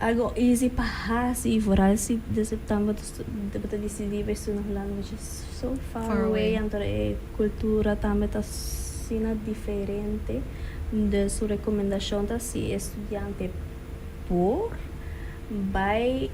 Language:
Papiamento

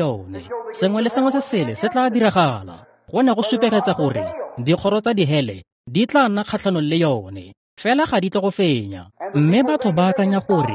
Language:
Tswana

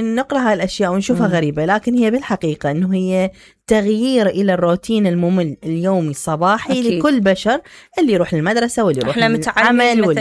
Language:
Mesopotamian Arabic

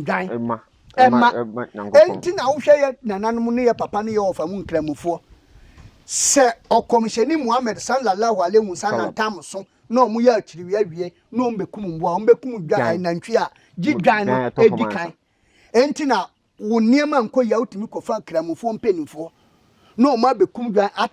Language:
Akan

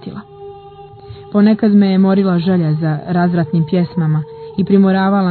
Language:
Serbian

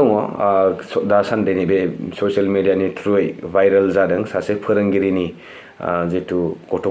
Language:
Bodo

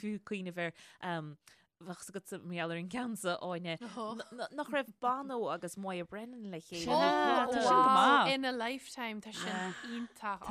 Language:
Irish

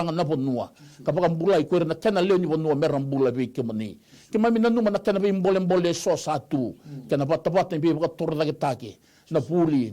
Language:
Fijian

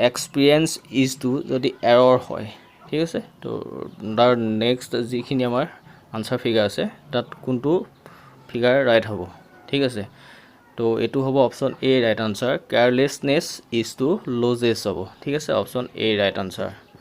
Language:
Assamese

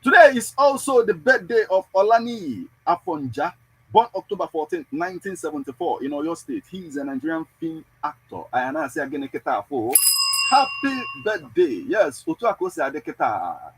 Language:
Igbo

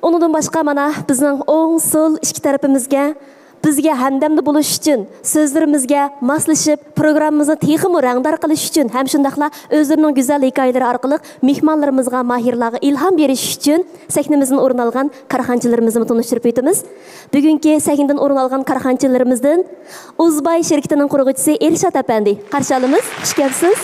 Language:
Uyghur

